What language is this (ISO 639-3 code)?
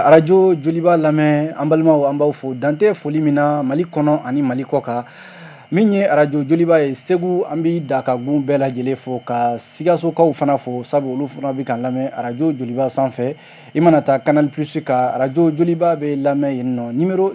bam